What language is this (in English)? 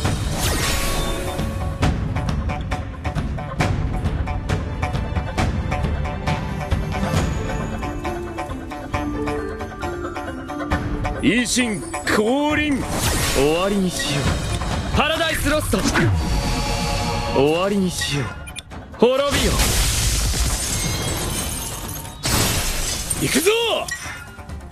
Japanese